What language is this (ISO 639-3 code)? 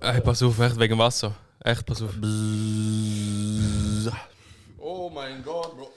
gsw